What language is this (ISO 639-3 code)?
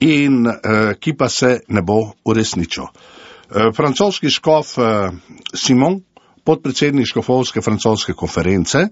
slv